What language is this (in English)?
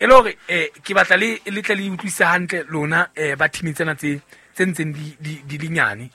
Southern Sotho